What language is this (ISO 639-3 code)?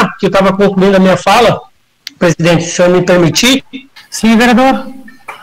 por